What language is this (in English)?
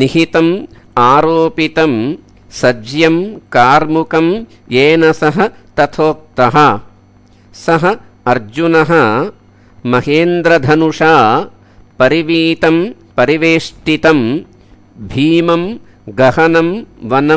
Sanskrit